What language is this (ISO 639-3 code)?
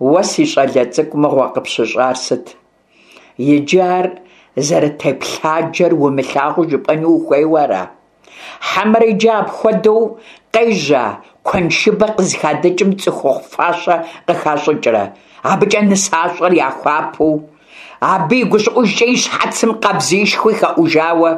kbd